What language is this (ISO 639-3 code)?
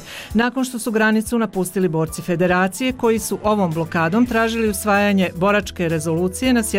bos